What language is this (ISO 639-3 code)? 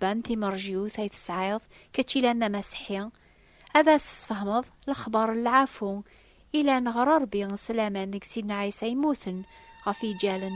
kab